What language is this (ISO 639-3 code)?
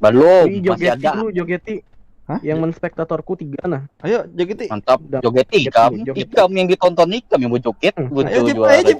bjn